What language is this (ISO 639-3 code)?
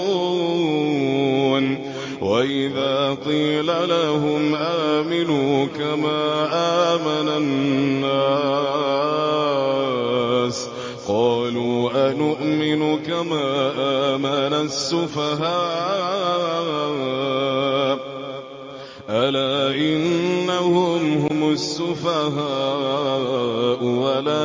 ara